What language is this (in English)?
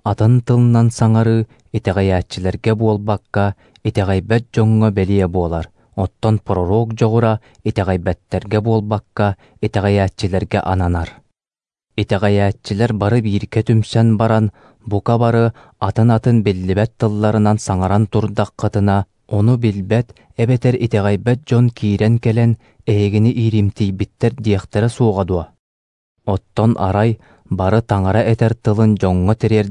Yakut